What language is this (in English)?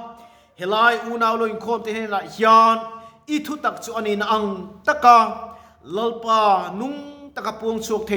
Mizo